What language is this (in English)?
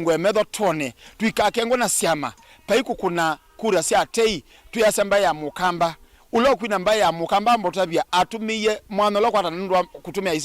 Kamba